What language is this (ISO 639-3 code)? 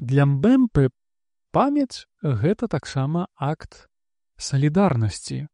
bel